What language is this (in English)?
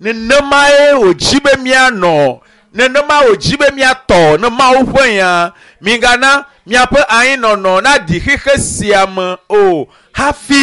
Ewe